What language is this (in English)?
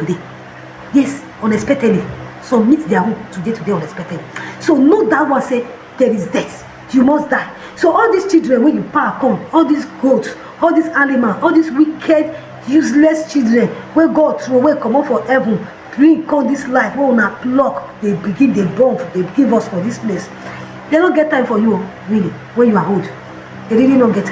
Nigerian Pidgin